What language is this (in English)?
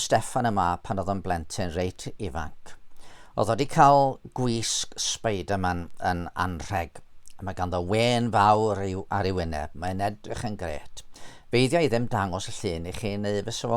Welsh